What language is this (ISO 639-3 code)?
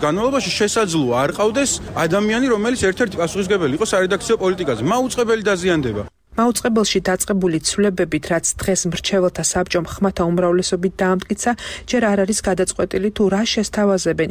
kat